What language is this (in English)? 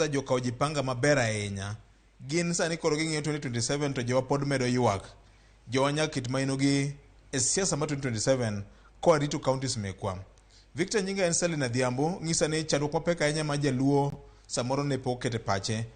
Luo (Kenya and Tanzania)